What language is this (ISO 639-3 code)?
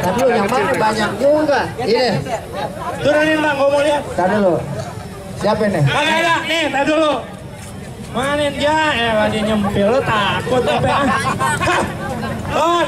bew